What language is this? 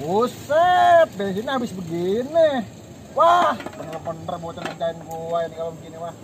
Betawi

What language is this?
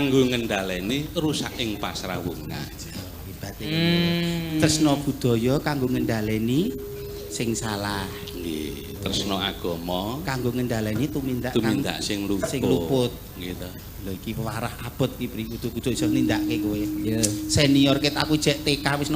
Javanese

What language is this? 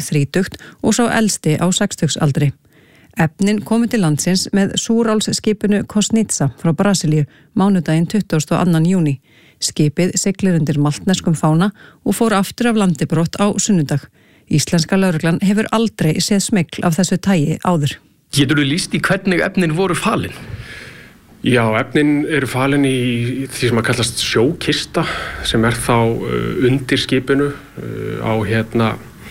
Icelandic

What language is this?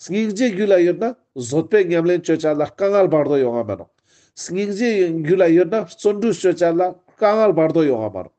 Ladakhi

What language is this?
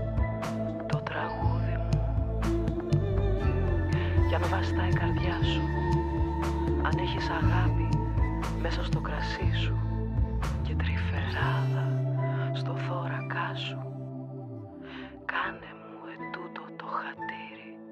Greek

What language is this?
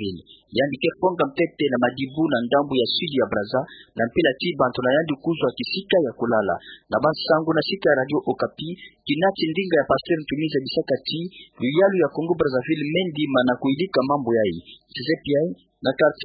Kituba (Democratic Republic of Congo)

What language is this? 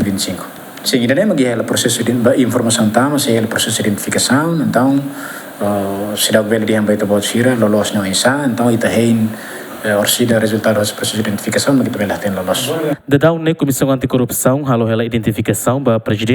Tetum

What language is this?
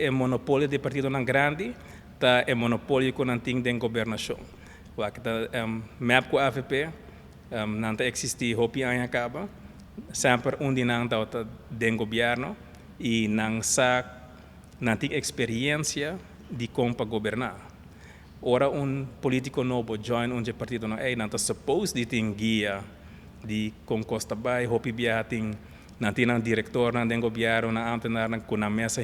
Papiamento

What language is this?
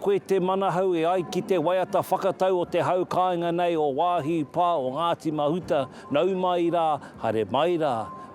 Māori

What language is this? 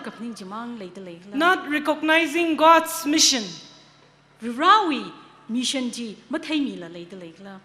Tangkhul Naga (India)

